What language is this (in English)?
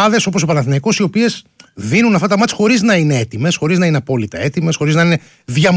Greek